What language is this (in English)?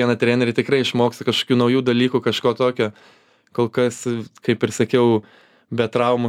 Lithuanian